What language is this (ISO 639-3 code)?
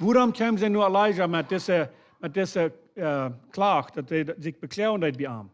pdt